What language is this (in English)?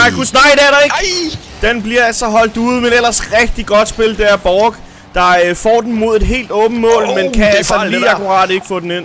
Danish